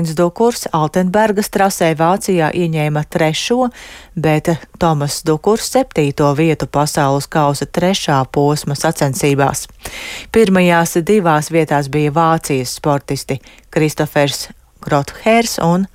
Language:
Latvian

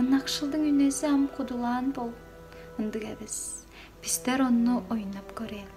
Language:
Tuvinian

